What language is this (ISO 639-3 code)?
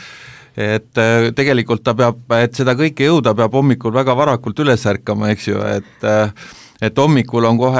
est